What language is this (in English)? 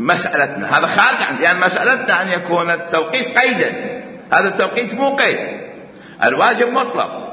Mesopotamian Arabic